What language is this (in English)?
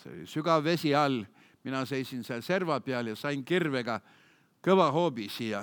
Estonian